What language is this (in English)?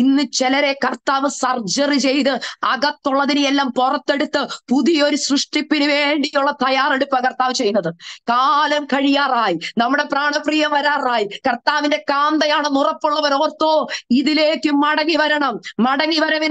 Malayalam